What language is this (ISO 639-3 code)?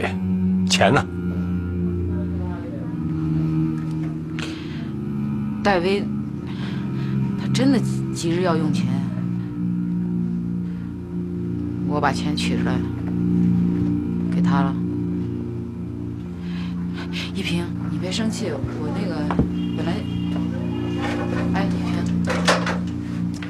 zho